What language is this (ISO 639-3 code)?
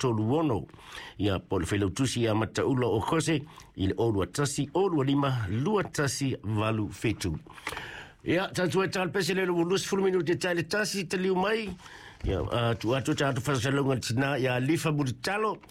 smo